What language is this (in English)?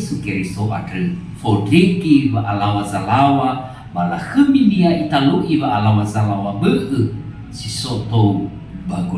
Nias